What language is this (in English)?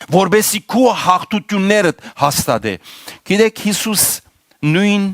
Western Armenian